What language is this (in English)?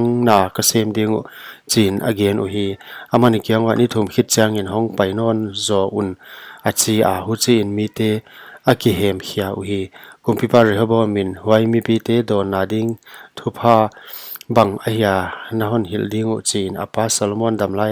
Paite Chin